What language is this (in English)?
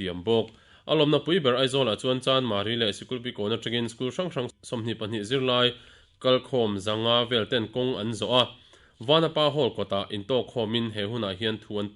Mizo